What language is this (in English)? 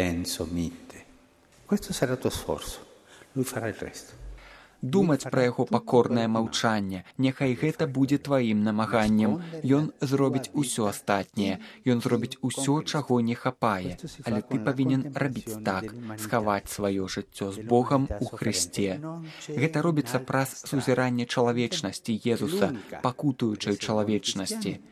Belarusian